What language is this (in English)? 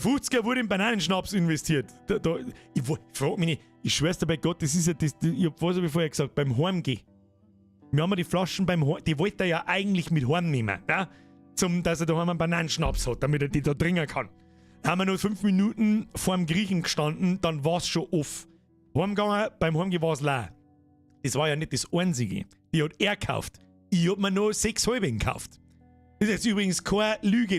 Bavarian